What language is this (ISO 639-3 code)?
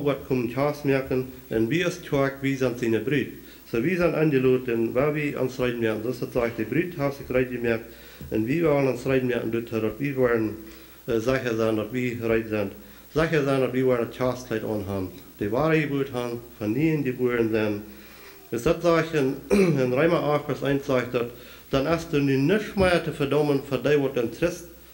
pdt